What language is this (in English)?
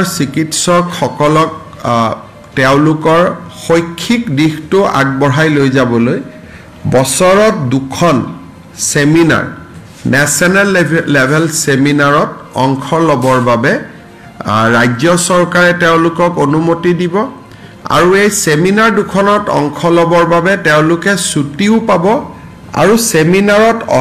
Assamese